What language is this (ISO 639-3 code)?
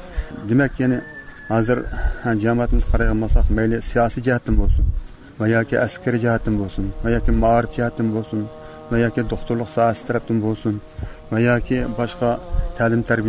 uig